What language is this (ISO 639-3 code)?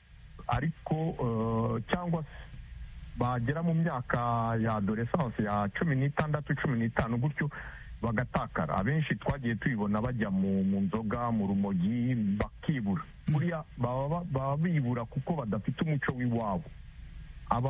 kin